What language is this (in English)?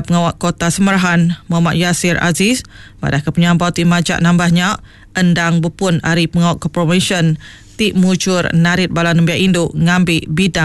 Iban